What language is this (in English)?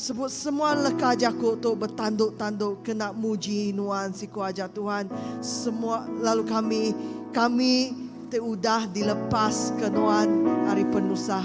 Iban